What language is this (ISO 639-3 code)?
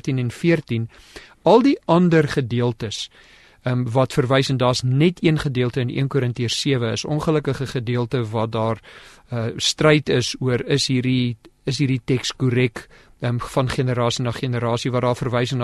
afr